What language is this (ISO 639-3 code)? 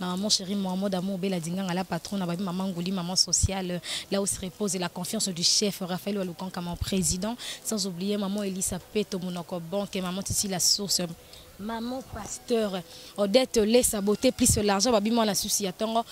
lin